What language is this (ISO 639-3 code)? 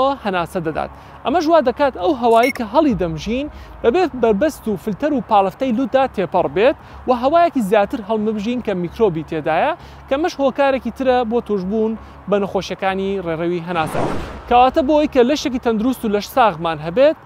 ckb